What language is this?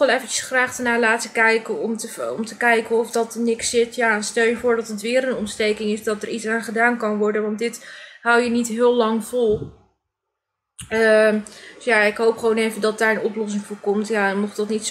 Dutch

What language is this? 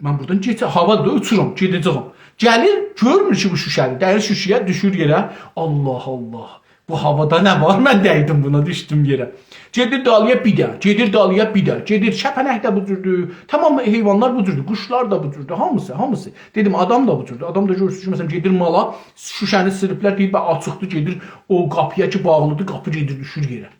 South Azerbaijani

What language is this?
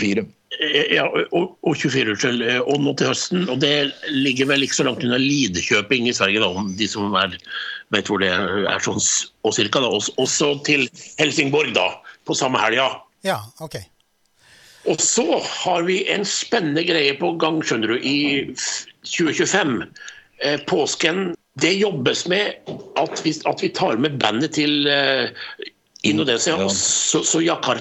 Norwegian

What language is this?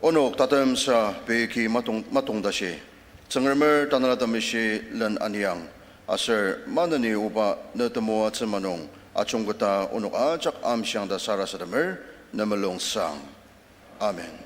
Ao Naga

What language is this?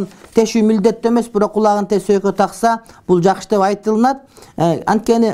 Kyrgyz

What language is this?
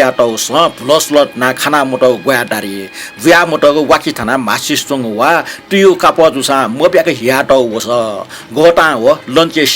Newari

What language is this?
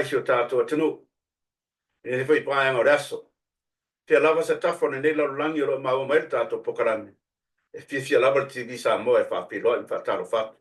Samoan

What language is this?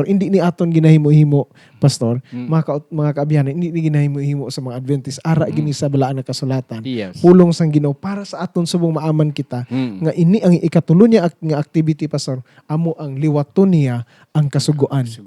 Hiligaynon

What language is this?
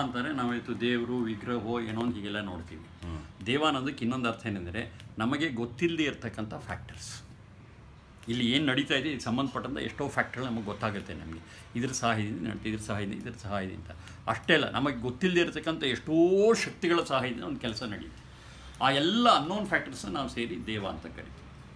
Kannada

